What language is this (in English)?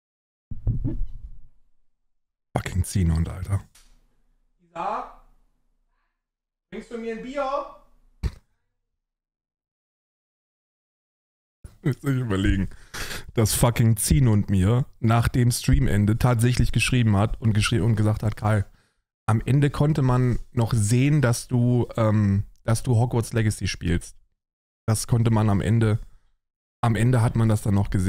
German